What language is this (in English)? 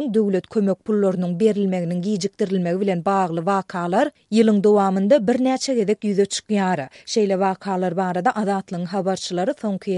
Turkmen